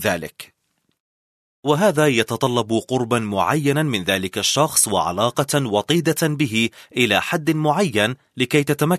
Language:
Arabic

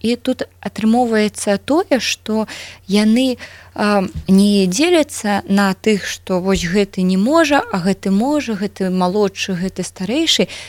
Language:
Belarusian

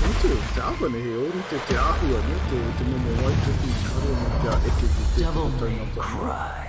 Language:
Māori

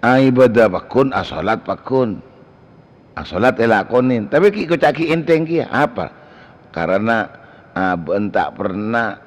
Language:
Madurese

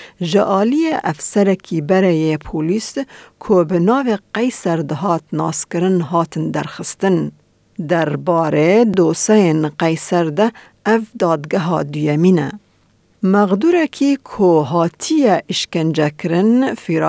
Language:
Kurdish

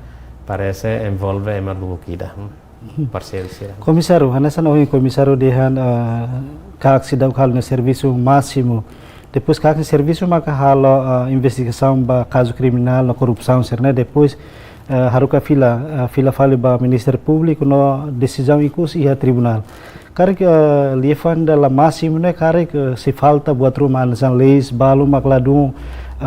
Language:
Tetum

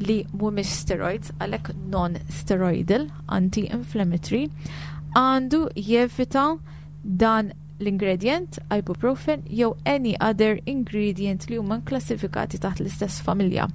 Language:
Maltese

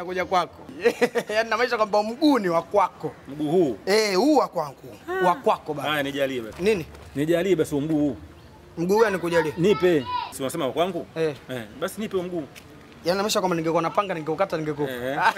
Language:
Swahili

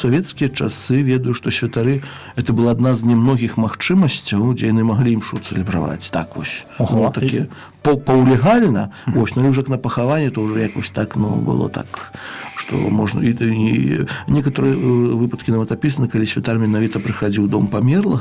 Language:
Belarusian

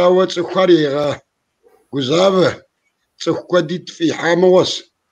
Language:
Kabardian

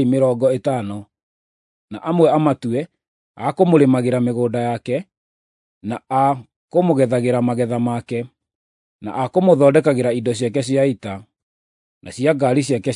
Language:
Kikuyu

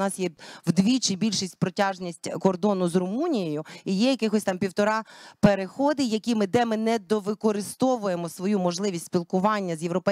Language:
Ukrainian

